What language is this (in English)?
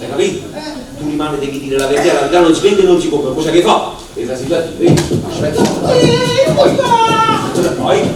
Neapolitan